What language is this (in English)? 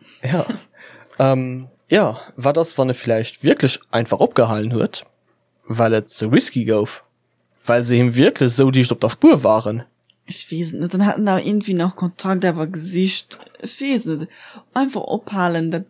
Luxembourgish